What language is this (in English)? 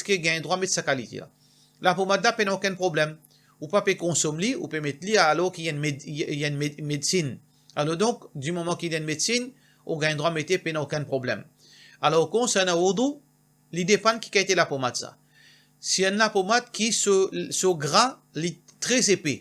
Morisyen